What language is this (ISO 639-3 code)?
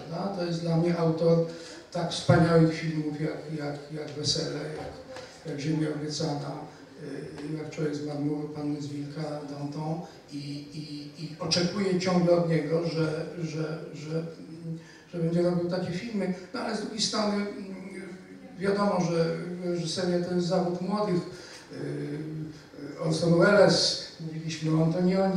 pol